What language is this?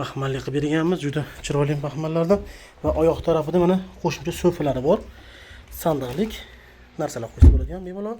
Uzbek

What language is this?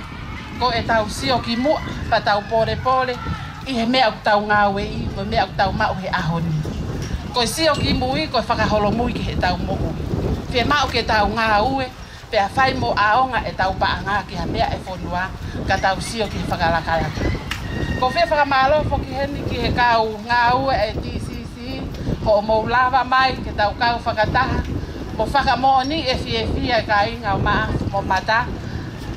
Tongan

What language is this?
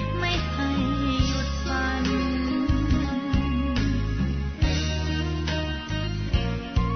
Thai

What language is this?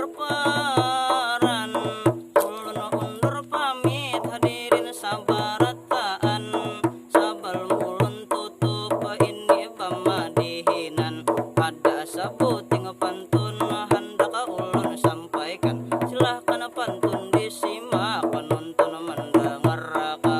Banjar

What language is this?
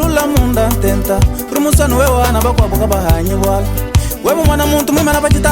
Luba-Lulua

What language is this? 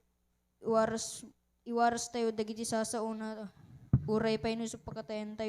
Iloko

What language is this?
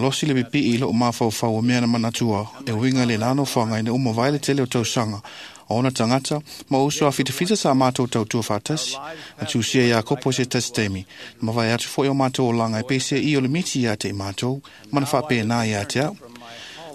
Samoan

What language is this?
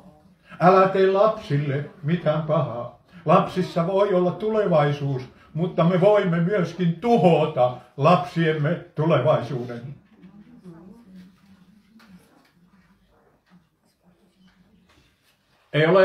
Finnish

